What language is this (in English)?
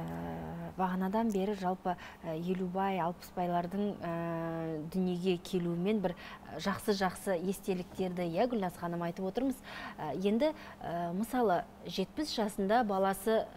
Kazakh